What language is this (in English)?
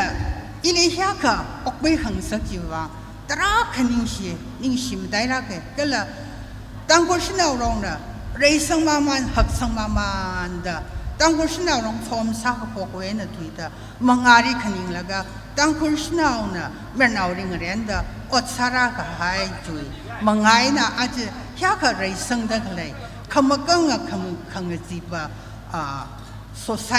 Tangkhul Naga (India)